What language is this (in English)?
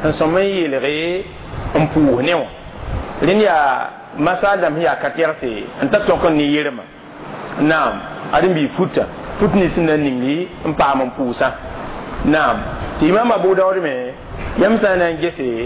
Mossi